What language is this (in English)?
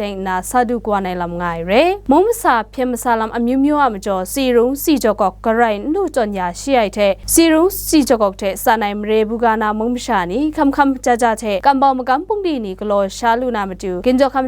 Kachin